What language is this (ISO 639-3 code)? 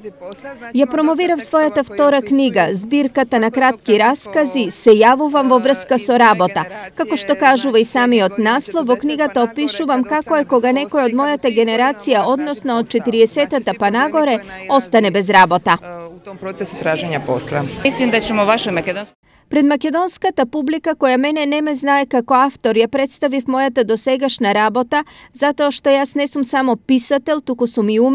mkd